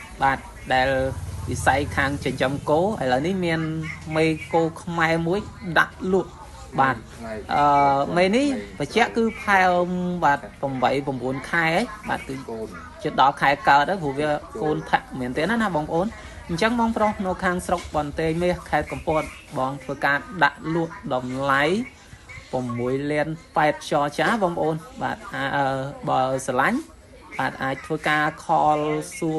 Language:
Khmer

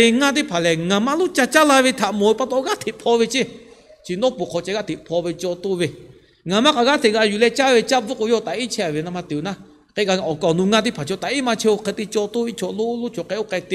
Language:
Lahu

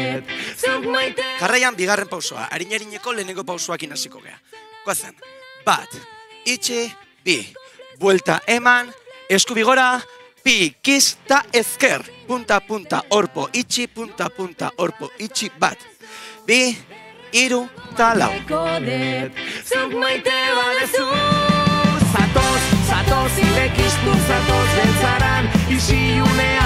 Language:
Basque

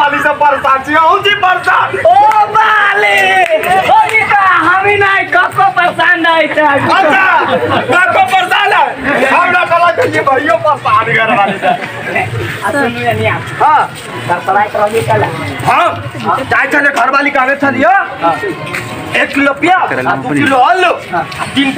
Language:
Maithili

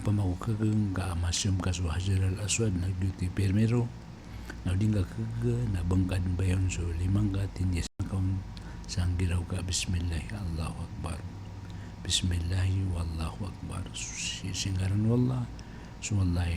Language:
Maranao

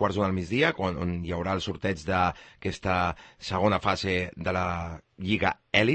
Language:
Catalan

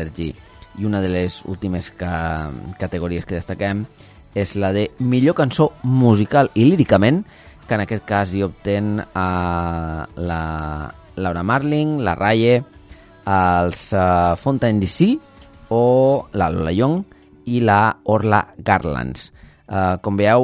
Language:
Catalan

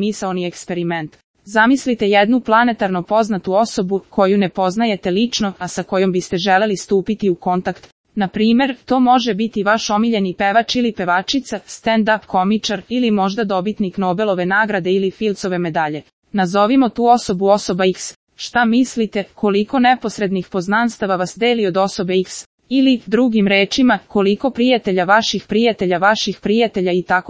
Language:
Serbian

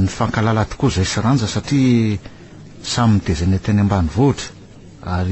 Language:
Malagasy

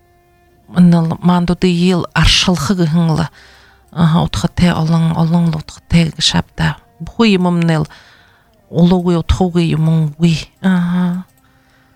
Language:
Buriat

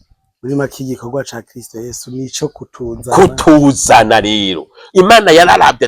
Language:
Rundi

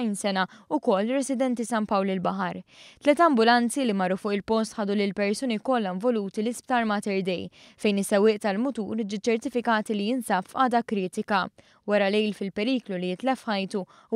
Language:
Maltese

